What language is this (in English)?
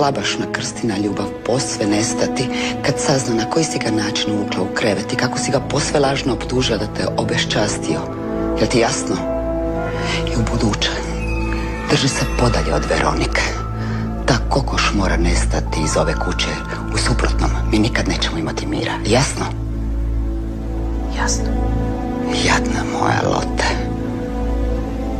Croatian